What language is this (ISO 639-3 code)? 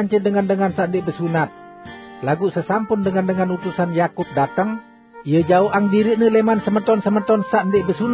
sas